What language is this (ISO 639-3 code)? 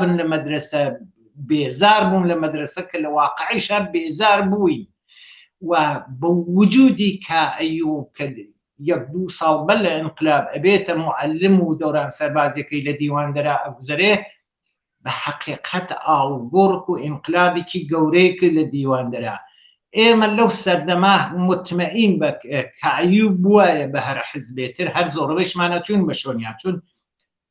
ckb